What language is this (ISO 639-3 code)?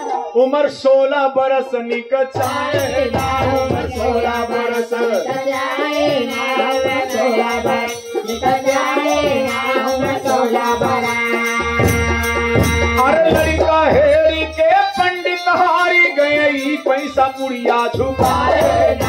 bho